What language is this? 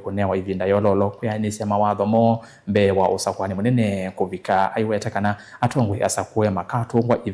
Kamba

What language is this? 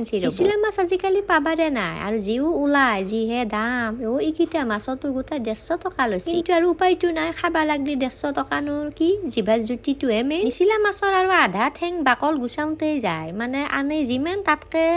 Assamese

